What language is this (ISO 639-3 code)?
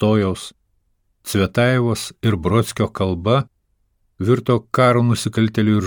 lit